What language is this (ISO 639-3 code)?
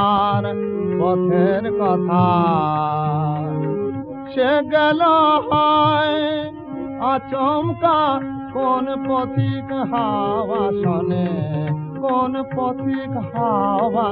ben